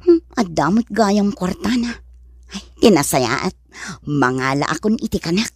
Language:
Iloko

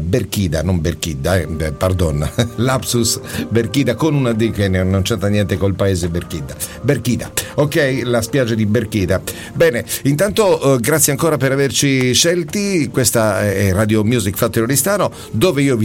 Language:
Italian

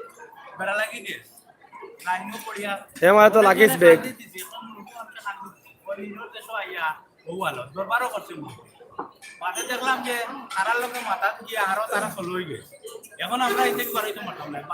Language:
Sylheti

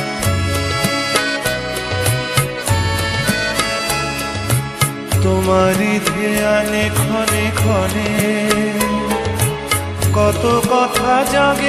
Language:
Bangla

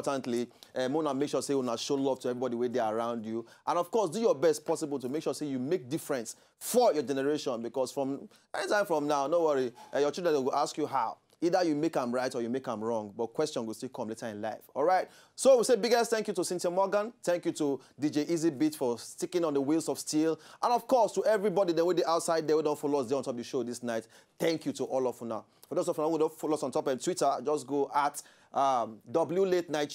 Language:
Nigerian Pidgin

